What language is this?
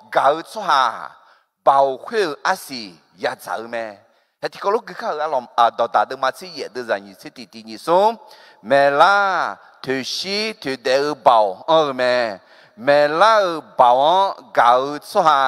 Akha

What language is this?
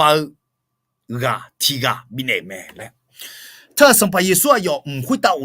Akha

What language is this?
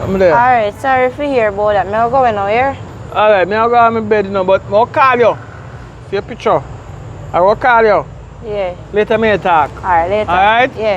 Jamaican Creole English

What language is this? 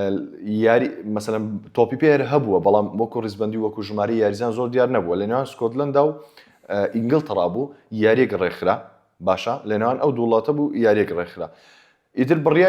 Central Kurdish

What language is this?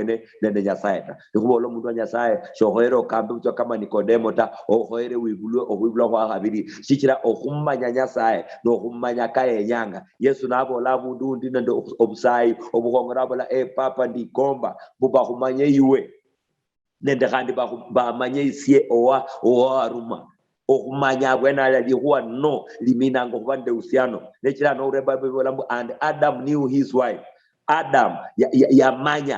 Luyia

